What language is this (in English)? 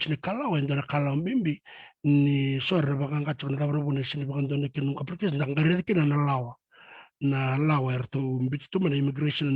Fijian